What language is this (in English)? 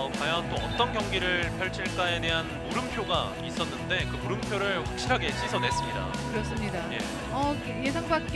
Korean